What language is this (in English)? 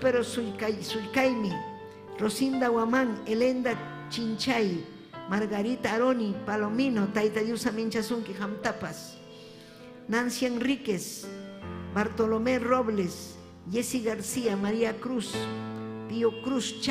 Ayacucho Quechua